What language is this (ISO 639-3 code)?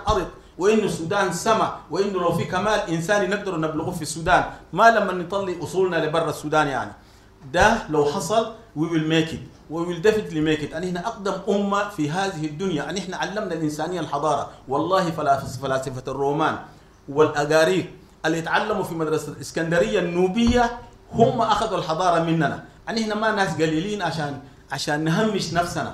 apd